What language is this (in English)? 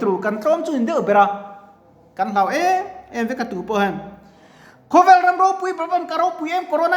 Mizo